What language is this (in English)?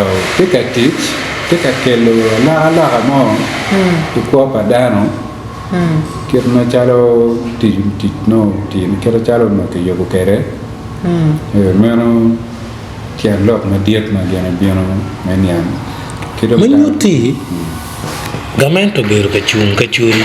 Acoli